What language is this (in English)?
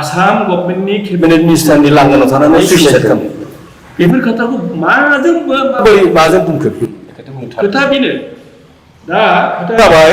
Bodo